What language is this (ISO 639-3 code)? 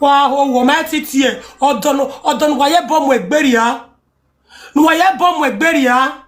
pcm